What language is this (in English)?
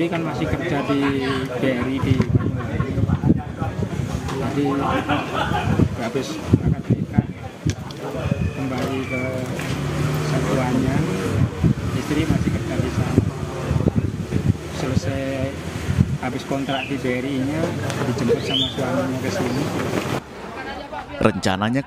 Indonesian